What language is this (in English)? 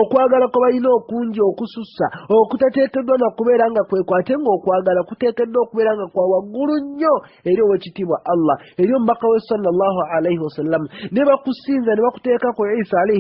Ganda